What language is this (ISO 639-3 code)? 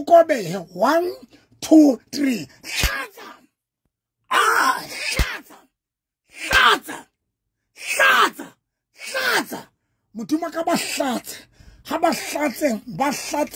sot